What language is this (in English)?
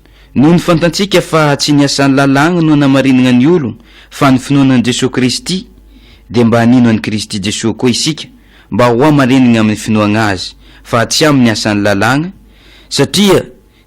Malagasy